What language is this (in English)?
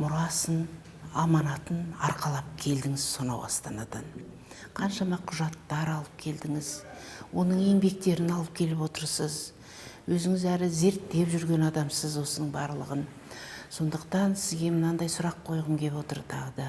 Kazakh